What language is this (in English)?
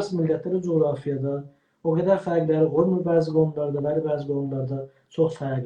South Azerbaijani